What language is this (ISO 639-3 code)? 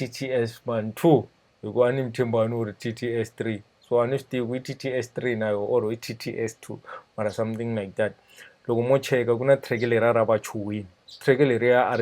tso